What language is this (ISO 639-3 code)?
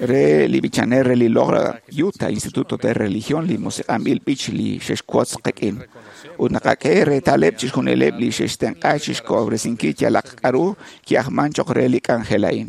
kek